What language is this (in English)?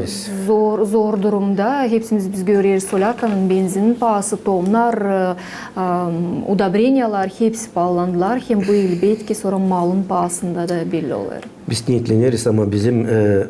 Gagauz